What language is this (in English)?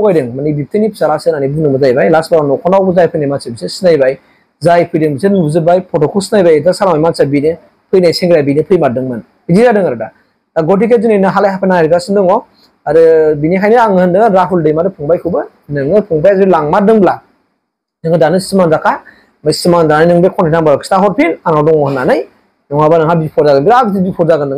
Bodo